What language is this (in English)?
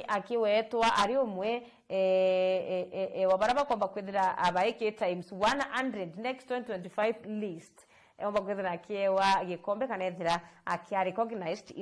Meru